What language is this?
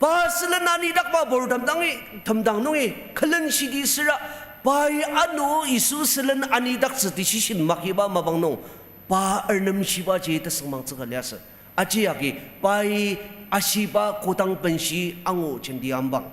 Ao Naga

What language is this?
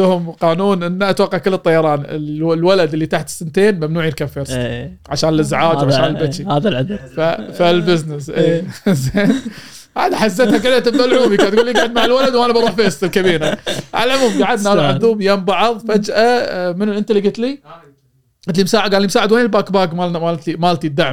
Gulf Arabic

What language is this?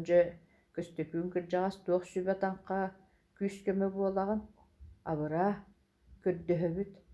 Yakut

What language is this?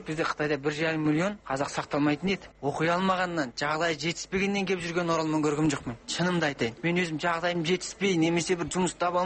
Kazakh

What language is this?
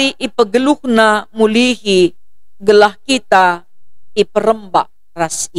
Batak Karo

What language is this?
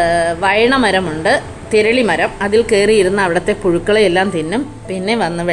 Malayalam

